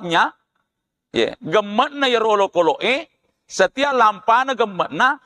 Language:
Buginese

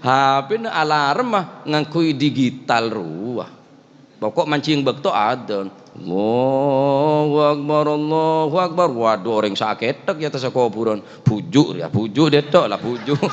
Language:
Madurese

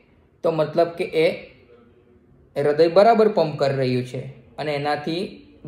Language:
Gujarati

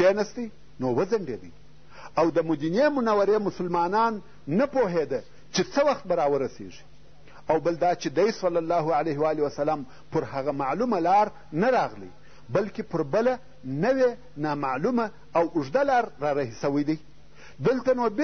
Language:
Pashto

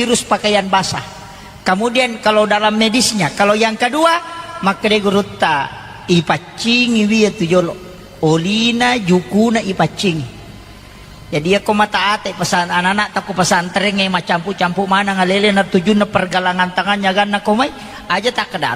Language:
Buginese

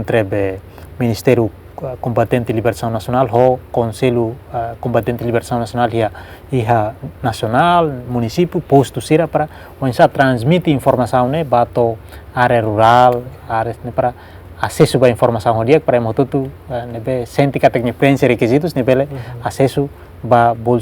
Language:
Tetum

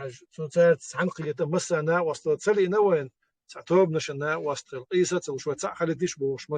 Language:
Chechen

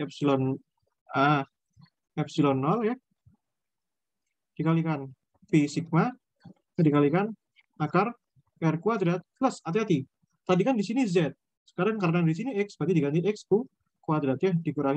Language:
Indonesian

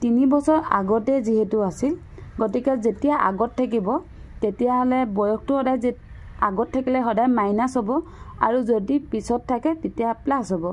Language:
Assamese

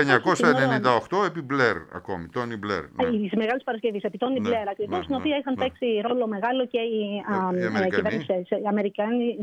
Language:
Greek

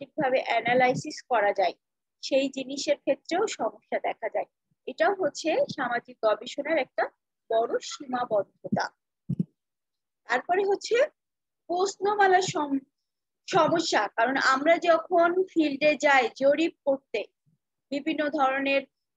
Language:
Bangla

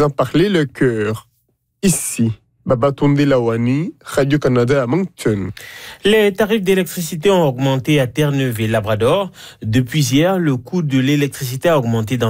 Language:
French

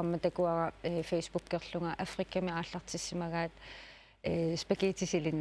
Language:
Kalaallisut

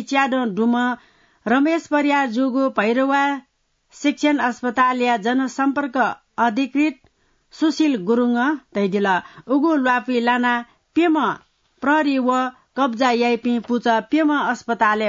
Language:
Newari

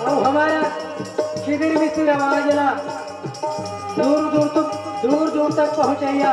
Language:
Chhattisgarhi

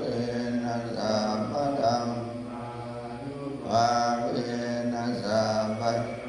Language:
Pali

